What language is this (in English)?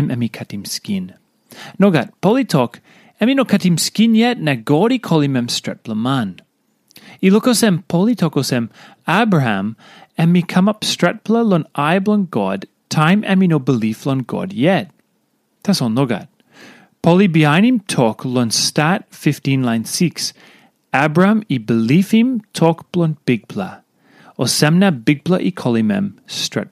Tok Pisin